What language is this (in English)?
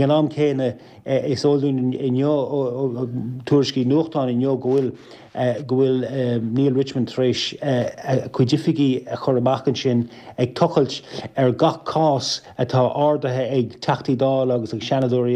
Irish